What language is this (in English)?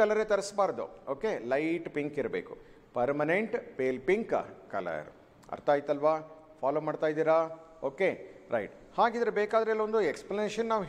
Kannada